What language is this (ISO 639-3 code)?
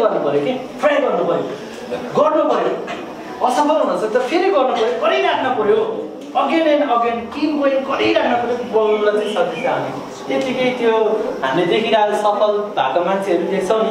nep